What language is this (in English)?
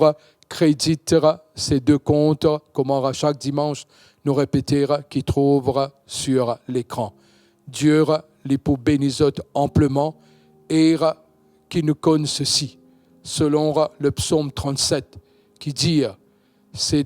Morisyen